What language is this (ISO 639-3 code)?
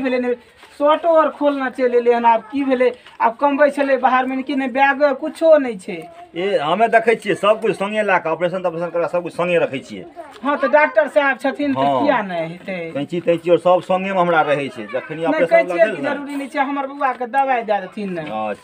mai